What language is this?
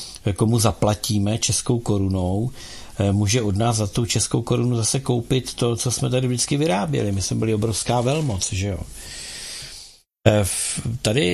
Czech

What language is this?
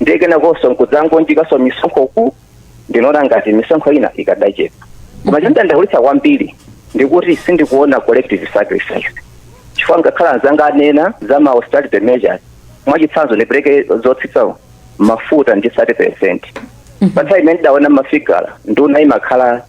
Nyanja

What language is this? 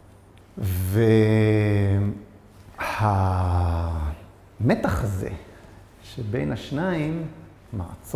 Hebrew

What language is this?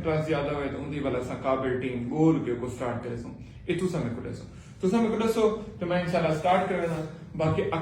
Saraiki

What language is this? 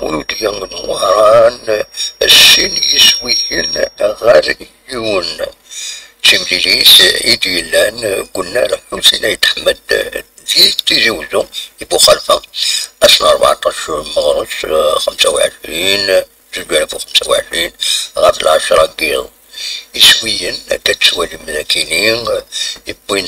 Kabyle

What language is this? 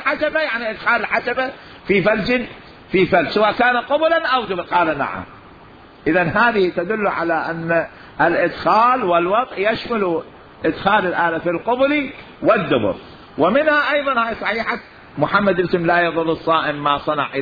Mesopotamian Arabic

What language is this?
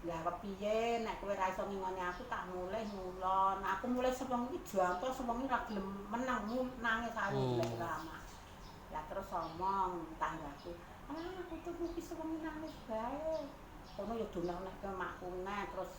Javanese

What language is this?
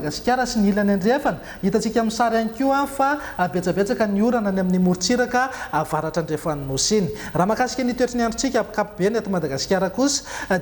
Malagasy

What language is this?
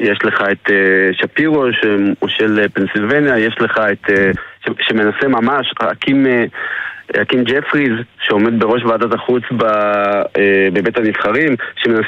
Hebrew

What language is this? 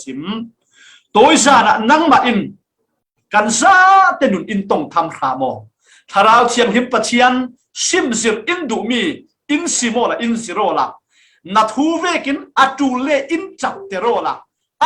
Falam Chin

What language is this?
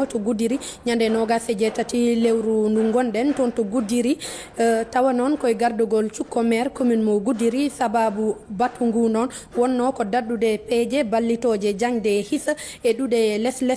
Fula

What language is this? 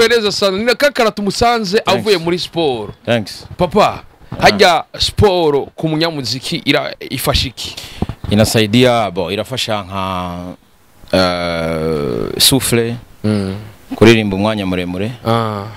Rundi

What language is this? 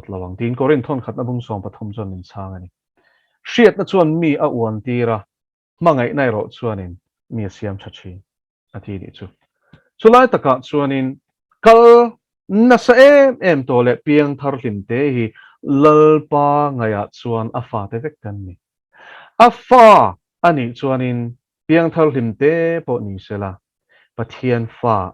Mizo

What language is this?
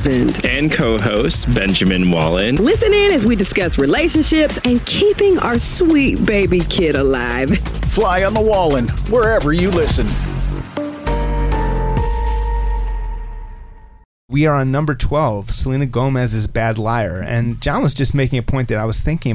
English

